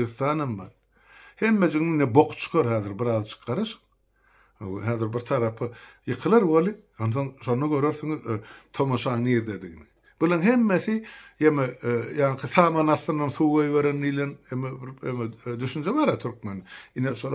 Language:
Turkmen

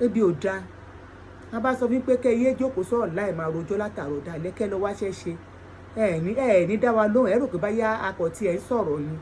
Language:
Yoruba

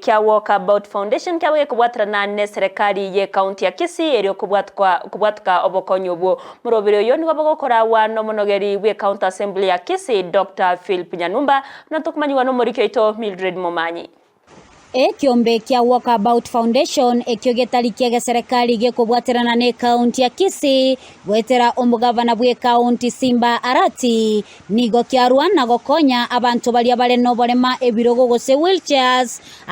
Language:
Gusii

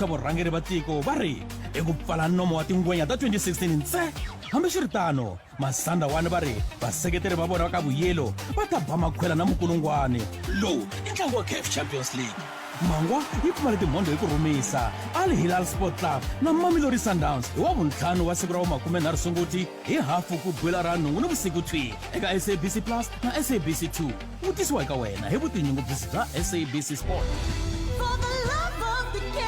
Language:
Tsonga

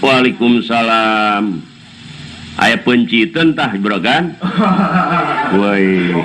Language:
Sundanese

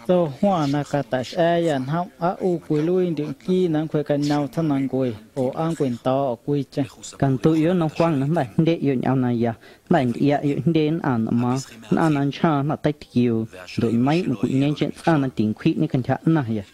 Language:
Guerrero Amuzgo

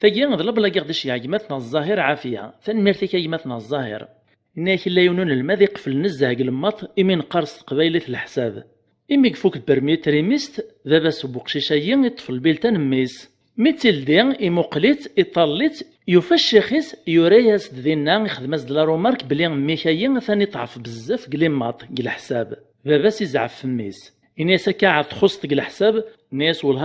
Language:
Kabyle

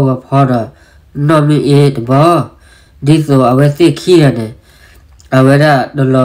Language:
S'gaw Karen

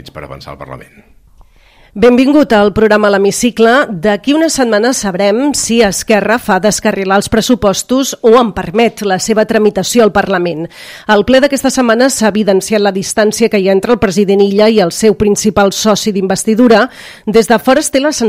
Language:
Catalan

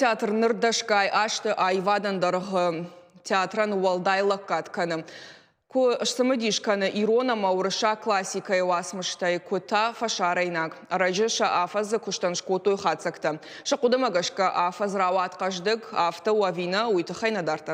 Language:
Ossetic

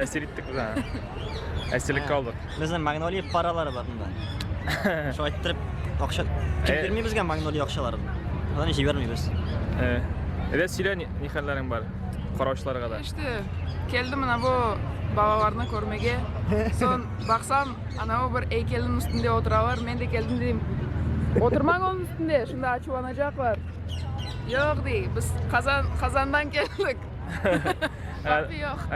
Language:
Tatar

